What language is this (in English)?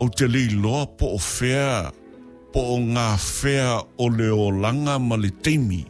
Samoan